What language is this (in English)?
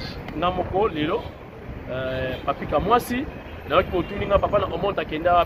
Lingala